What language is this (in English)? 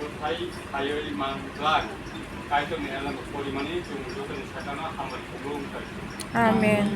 Kok Borok